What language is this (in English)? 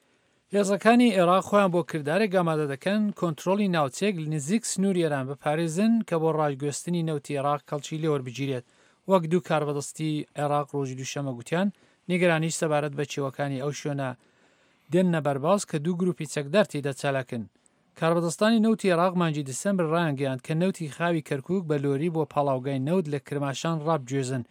Central Kurdish